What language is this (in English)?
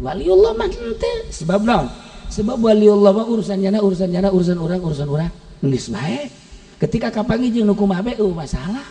Sundanese